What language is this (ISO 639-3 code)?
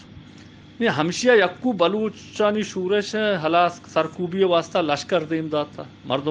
bal